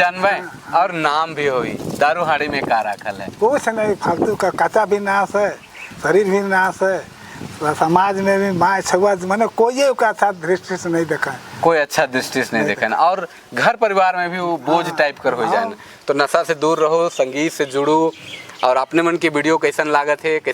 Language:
Sadri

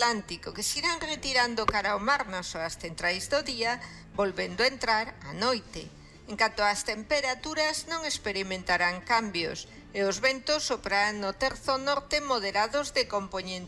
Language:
Galician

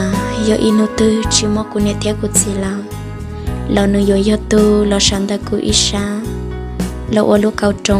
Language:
Hmong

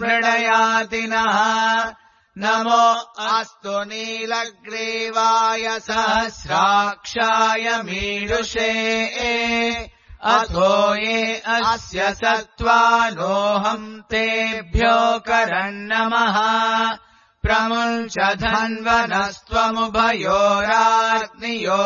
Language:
Sanskrit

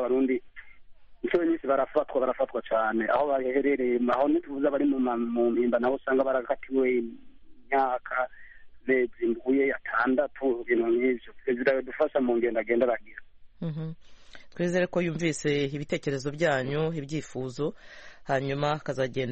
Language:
Kinyarwanda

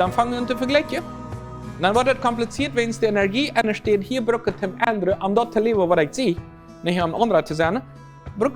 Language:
Plautdietsch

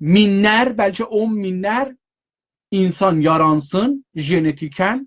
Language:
South Azerbaijani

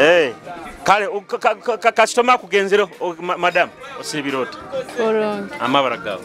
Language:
Nyoro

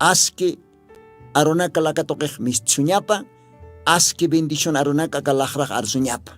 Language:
Aymara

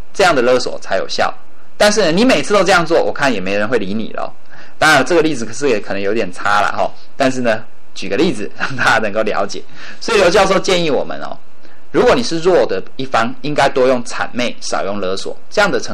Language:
Chinese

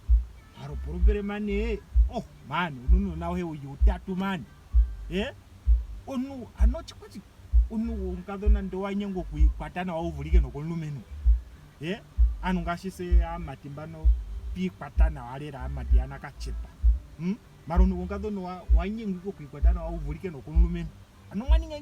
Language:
Ndonga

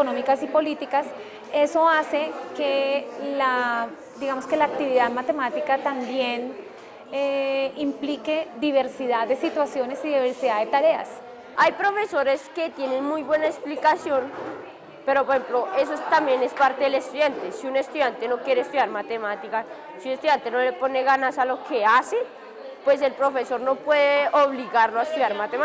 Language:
Spanish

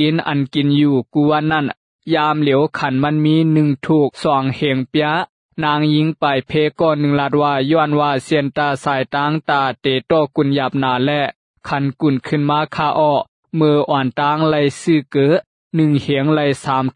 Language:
Shan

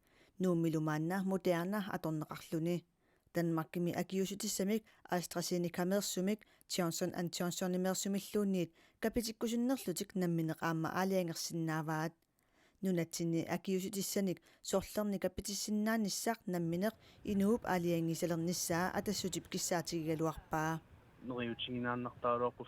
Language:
Kalaallisut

